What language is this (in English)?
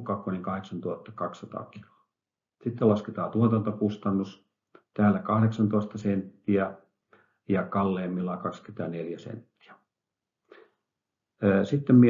Finnish